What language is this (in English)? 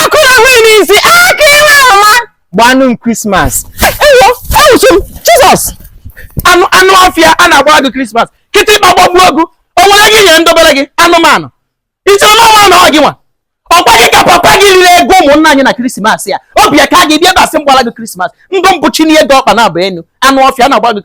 Igbo